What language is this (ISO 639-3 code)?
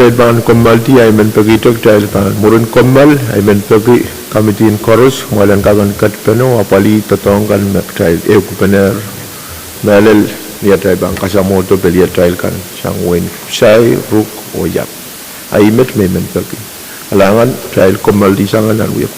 pon